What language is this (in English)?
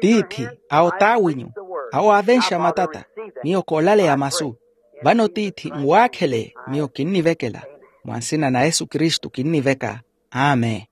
Makhuwa